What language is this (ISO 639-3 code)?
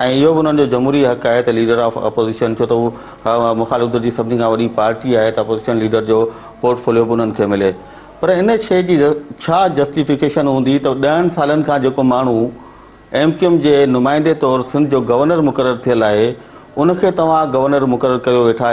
snd